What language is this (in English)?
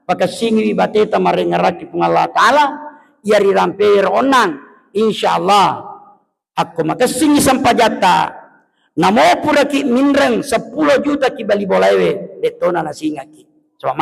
Buginese